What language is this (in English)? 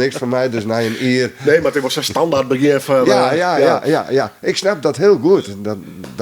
Western Frisian